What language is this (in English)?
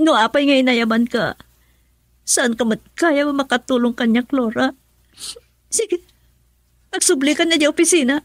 Iloko